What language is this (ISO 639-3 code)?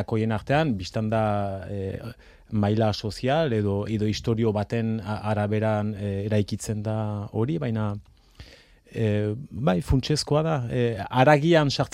eus